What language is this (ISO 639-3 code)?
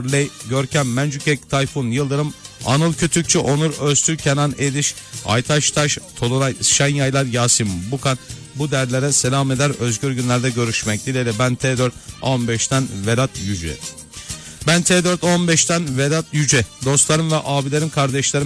tur